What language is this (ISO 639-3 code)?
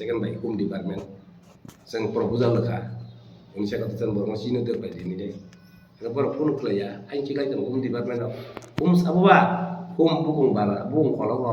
trp